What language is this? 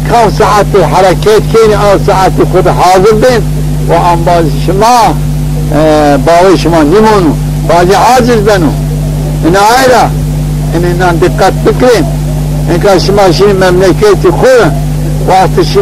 Zaza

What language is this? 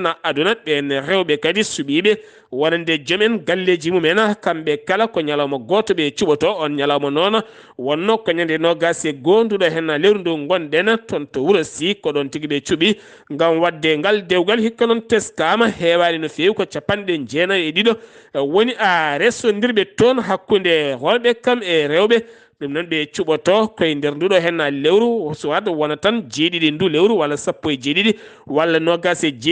Fula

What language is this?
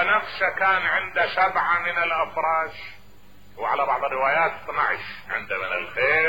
Mesopotamian Arabic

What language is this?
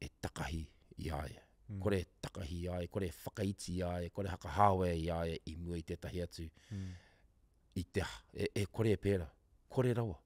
Māori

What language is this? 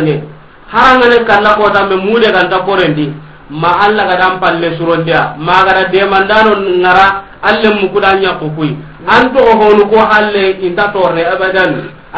Soninke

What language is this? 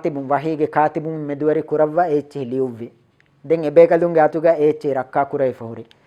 Divehi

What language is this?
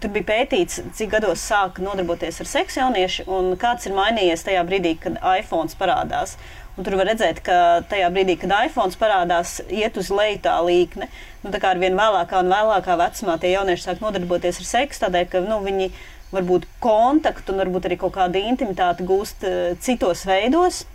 Latvian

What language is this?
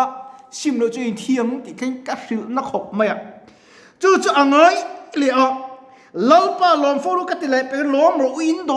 Mizo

